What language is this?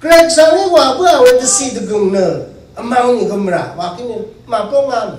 Rawang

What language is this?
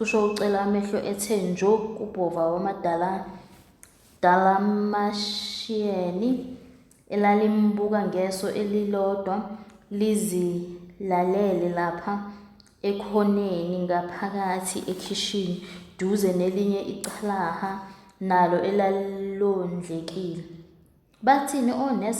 Zulu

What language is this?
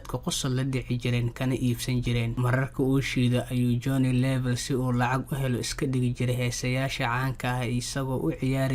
Somali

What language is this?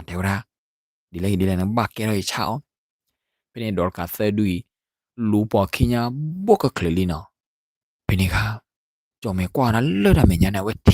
S'gaw Karen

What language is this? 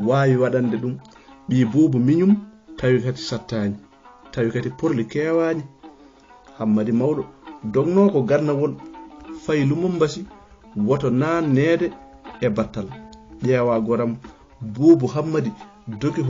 Fula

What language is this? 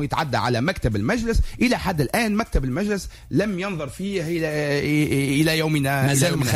Tunisian Arabic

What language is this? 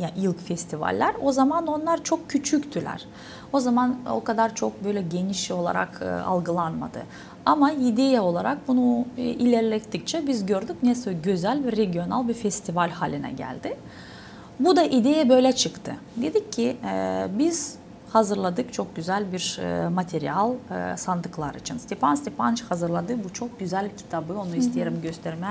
Gagauz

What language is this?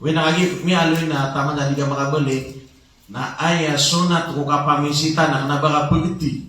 Maranao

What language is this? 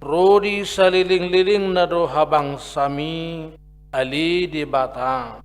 Batak Toba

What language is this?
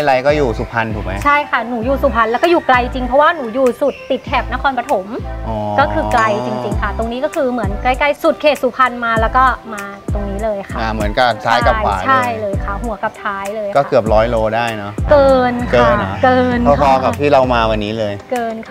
Thai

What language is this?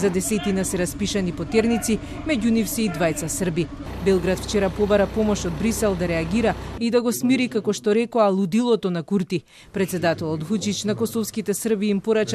Macedonian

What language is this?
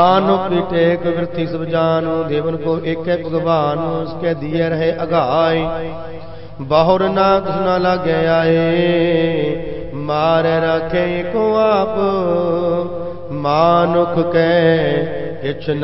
Punjabi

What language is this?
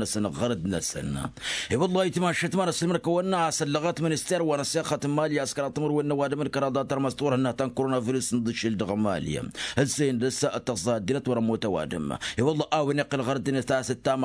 Tamasheq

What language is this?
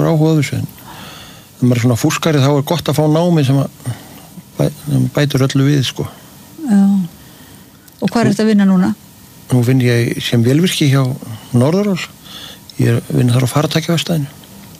Icelandic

